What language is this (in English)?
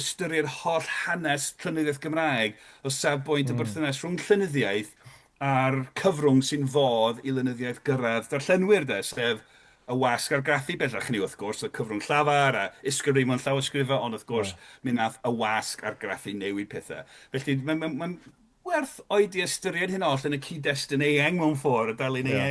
Welsh